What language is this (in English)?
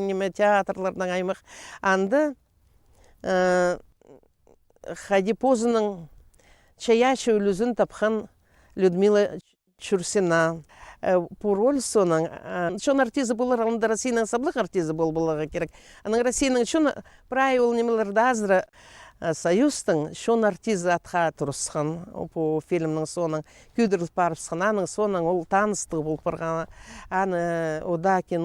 Khakas